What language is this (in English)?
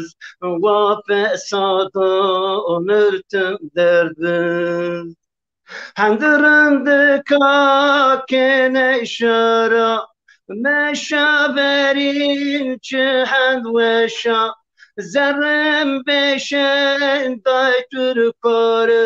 Zaza